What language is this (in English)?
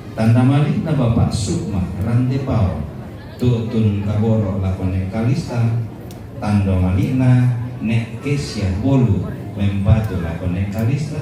Toraja-Sa'dan